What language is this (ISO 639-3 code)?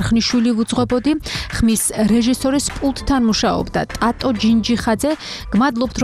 kat